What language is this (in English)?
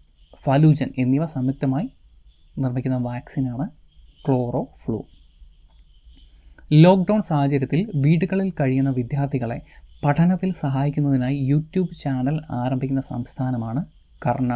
Malayalam